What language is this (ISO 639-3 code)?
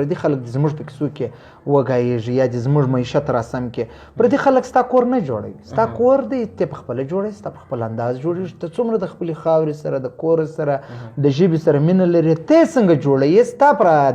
pus